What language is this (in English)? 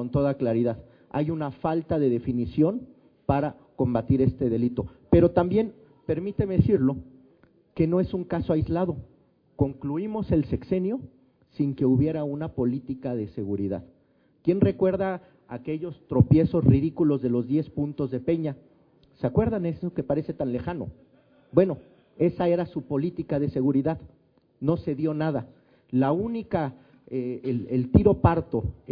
Spanish